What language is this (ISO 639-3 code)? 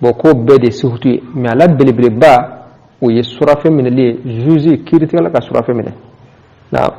bam